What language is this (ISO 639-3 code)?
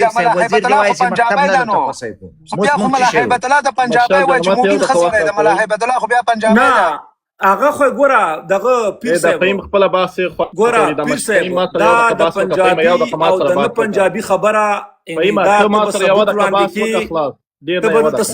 pus